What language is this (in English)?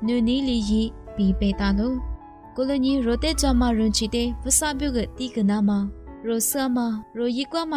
Lisu